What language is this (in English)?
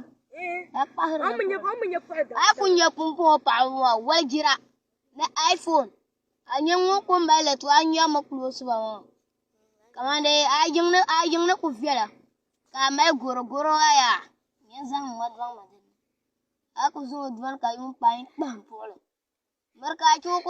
Dagbani